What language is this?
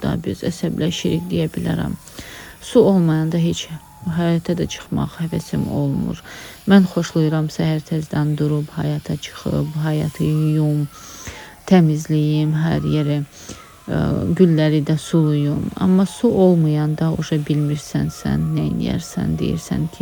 Azerbaijani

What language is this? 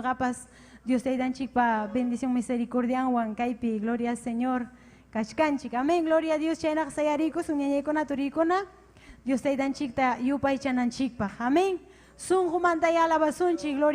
Ayacucho Quechua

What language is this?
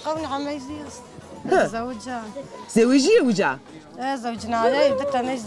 Zaza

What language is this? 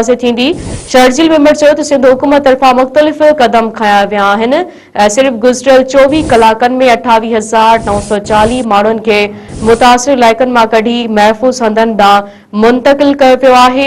Sindhi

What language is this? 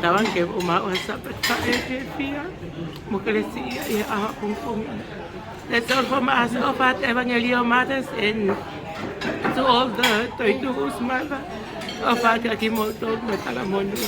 Tongan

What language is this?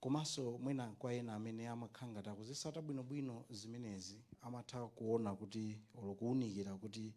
Nyanja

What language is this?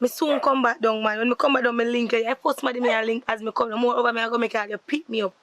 Jamaican Creole English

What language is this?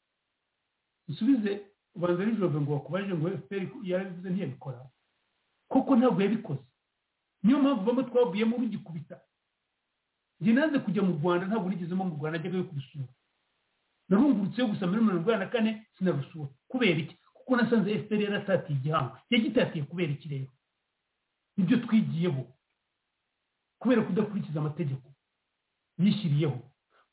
Kinyarwanda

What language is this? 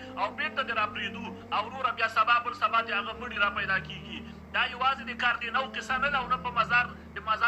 Pashto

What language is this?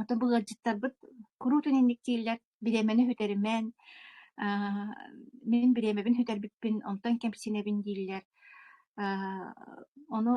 Yakut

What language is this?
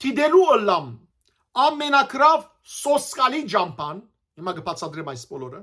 Western Armenian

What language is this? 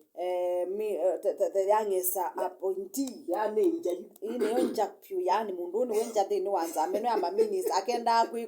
Kamba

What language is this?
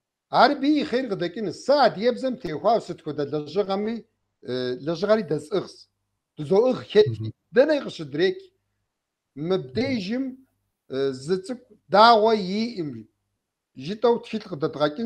Kabardian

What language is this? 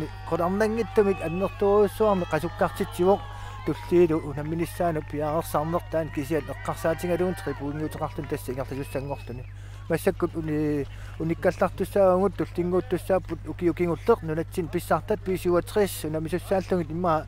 Kalaallisut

